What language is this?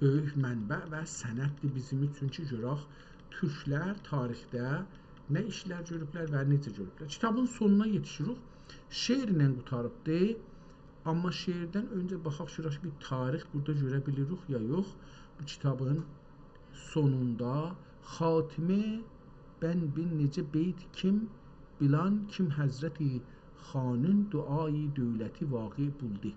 South Azerbaijani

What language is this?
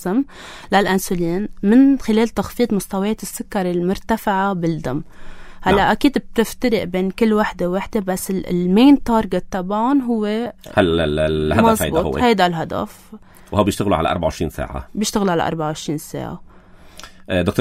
North Levantine Arabic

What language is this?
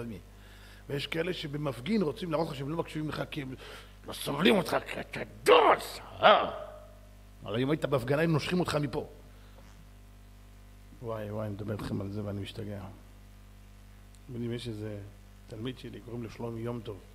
Hebrew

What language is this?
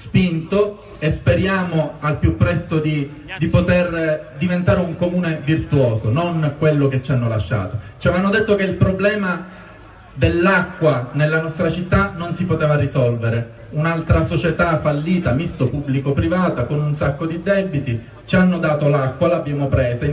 Italian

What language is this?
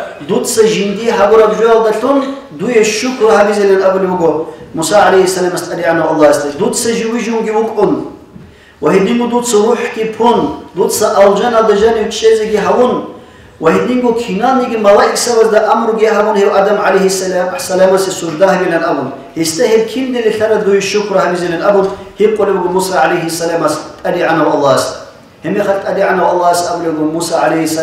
Avaric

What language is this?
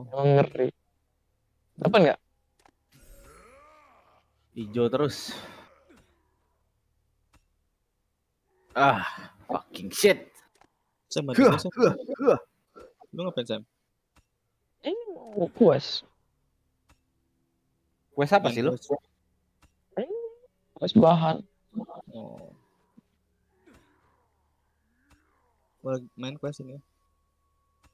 Indonesian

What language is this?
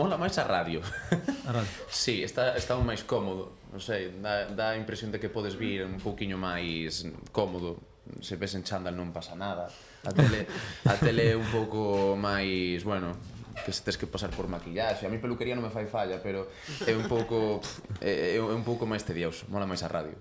Galician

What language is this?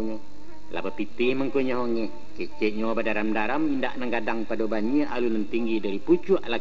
Minangkabau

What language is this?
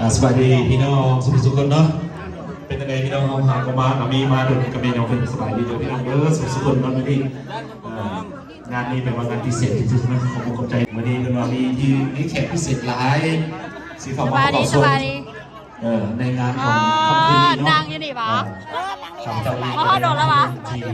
Lao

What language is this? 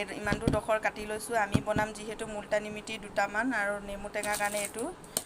Assamese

